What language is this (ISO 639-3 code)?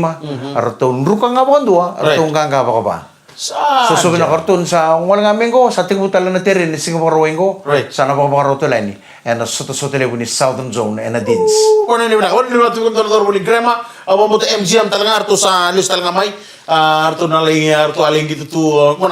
fij